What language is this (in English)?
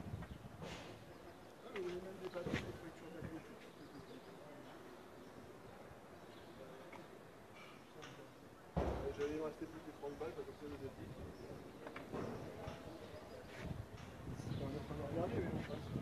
French